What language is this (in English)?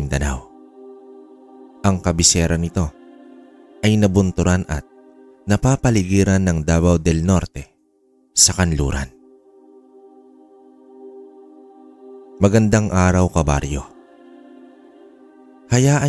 Filipino